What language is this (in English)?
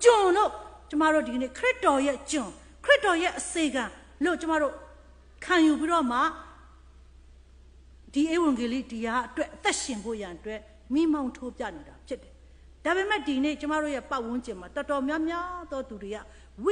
Burmese